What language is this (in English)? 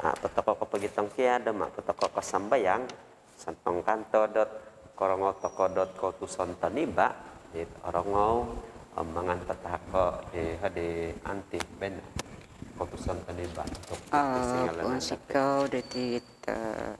Central Dusun